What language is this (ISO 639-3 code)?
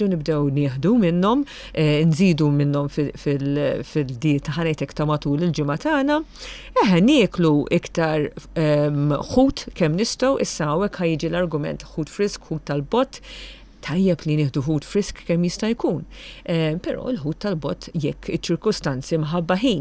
mlt